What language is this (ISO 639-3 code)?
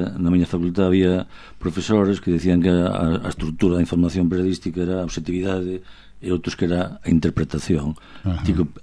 glg